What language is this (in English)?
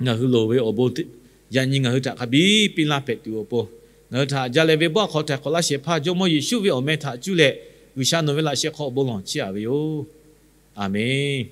Lahu